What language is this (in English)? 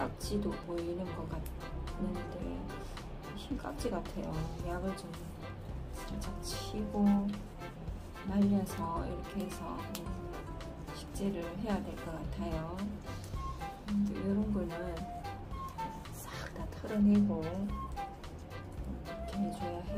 Korean